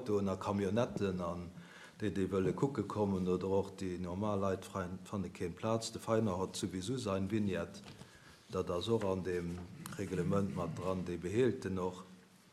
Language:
Luxembourgish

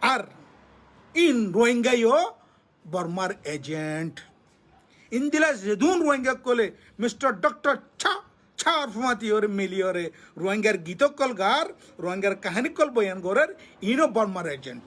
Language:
Rohingya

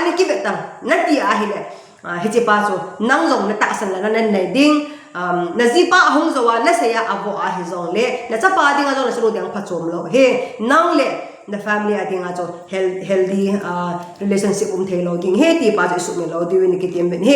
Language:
Thado Chin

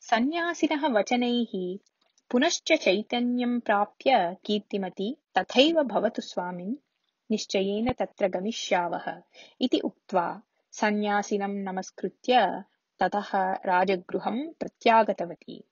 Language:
Sanskrit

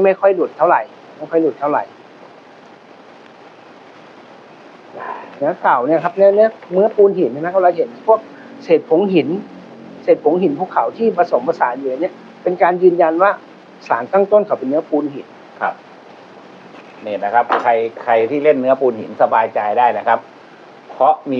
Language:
Thai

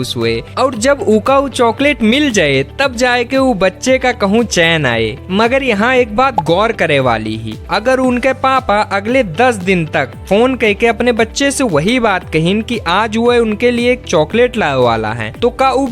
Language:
Awadhi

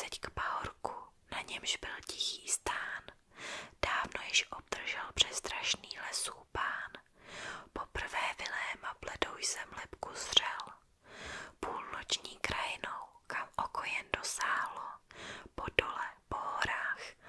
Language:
Czech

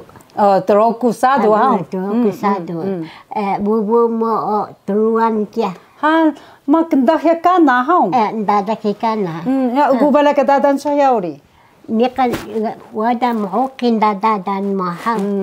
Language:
Taroko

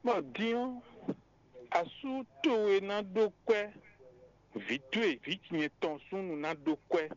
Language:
Fon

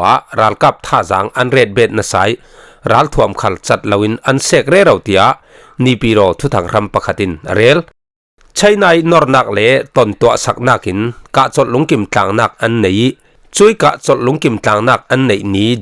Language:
Falam Chin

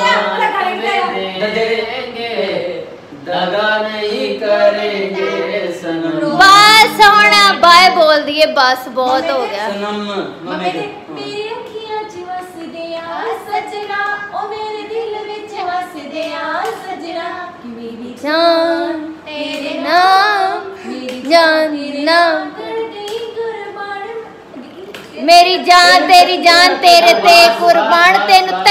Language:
Punjabi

